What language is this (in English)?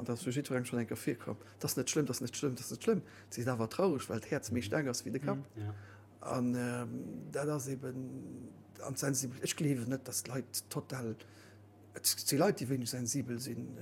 Luxembourgish